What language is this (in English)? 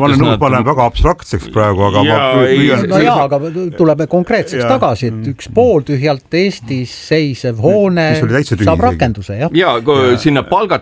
Estonian